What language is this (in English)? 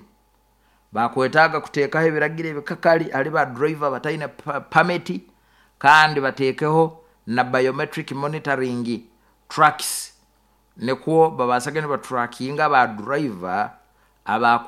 Nyoro